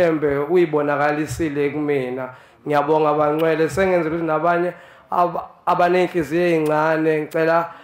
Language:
Zulu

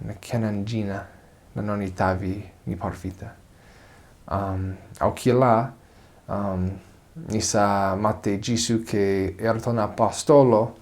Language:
Fijian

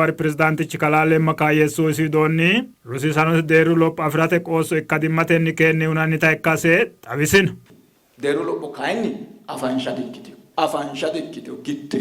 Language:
Sidamo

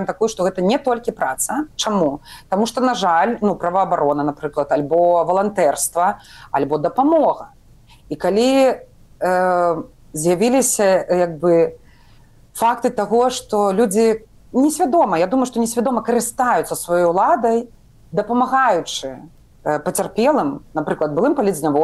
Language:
Belarusian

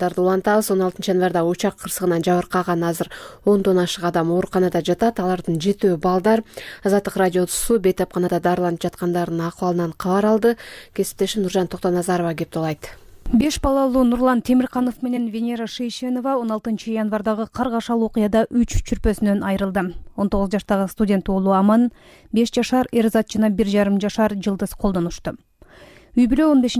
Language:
Kyrgyz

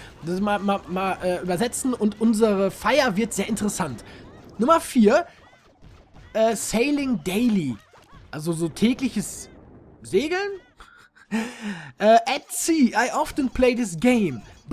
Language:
German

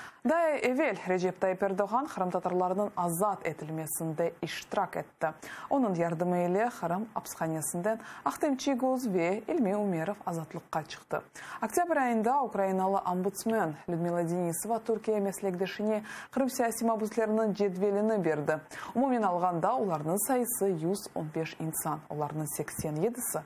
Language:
Crimean Tatar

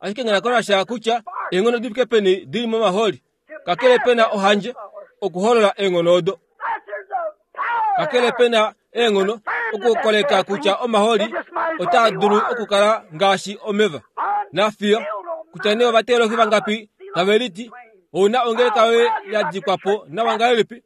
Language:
Kuanyama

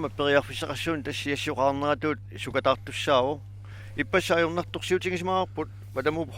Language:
Kalaallisut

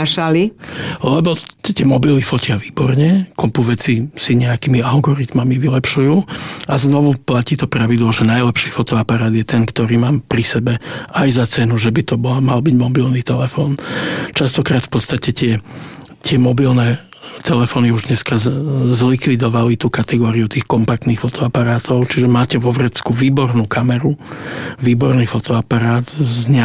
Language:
Slovak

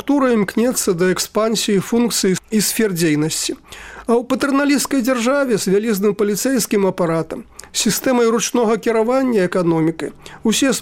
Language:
Belarusian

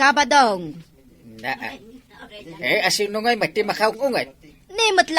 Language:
Iloko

